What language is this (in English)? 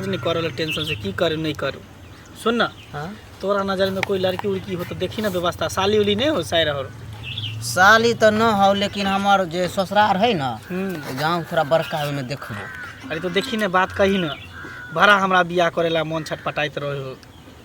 Maithili